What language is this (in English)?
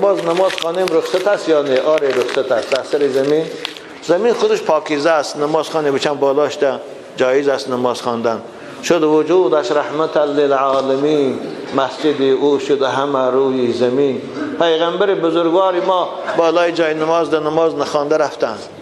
Tajik